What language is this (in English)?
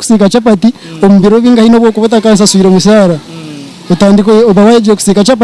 Nyankole